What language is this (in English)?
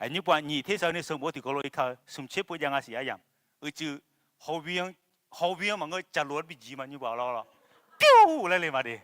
Akha